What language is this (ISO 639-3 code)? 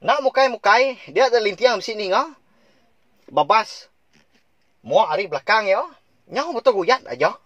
iba